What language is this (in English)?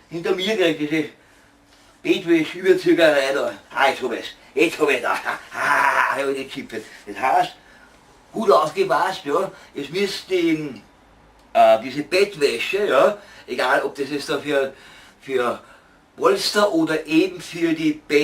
Bavarian